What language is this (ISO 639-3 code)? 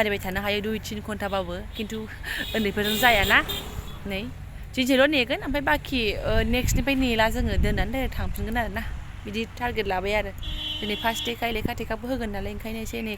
brx